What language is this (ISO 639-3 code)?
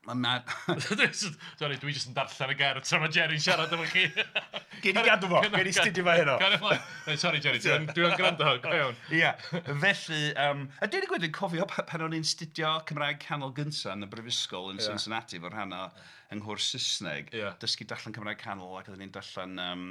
cym